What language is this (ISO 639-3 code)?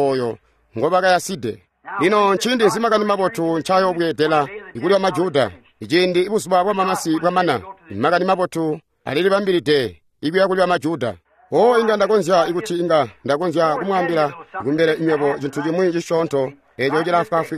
toi